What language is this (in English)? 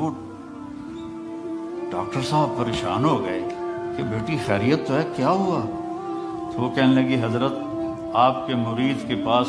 Urdu